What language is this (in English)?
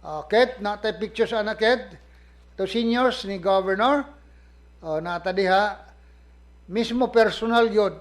Cebuano